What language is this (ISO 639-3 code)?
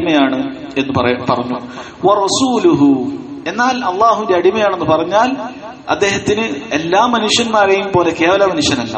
mal